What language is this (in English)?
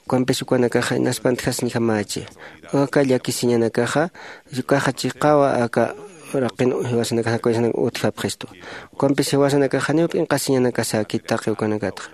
Aymara